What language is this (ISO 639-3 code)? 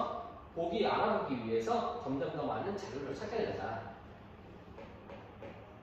kor